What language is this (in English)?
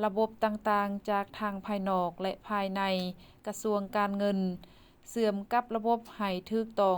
Lao